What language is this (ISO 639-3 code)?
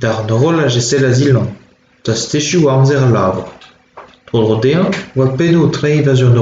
bre